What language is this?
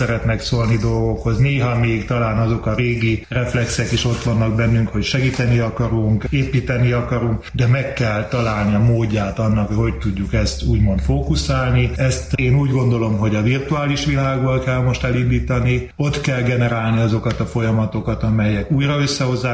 Hungarian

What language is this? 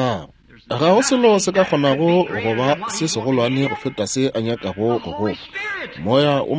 Northern Sotho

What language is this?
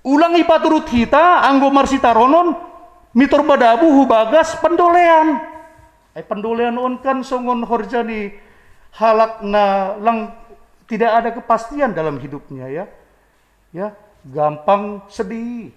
Batak Simalungun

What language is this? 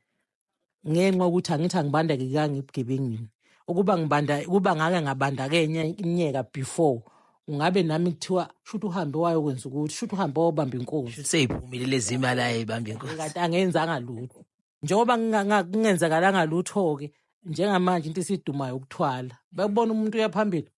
Zulu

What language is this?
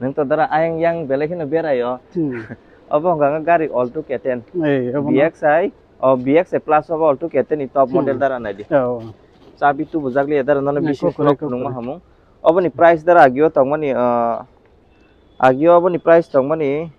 Kok Borok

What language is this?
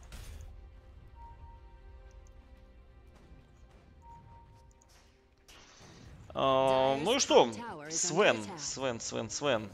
Russian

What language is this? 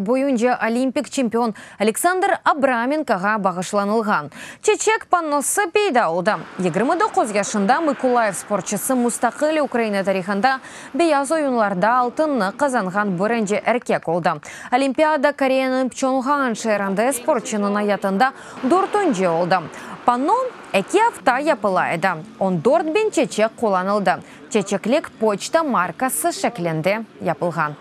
Crimean Tatar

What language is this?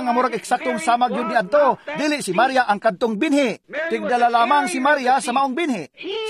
Cebuano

